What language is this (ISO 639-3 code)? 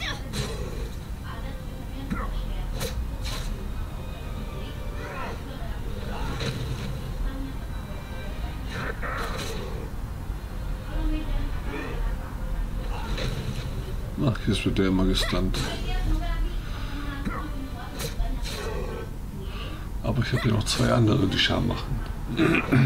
deu